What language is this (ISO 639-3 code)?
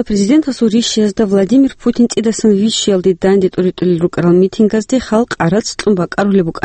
ava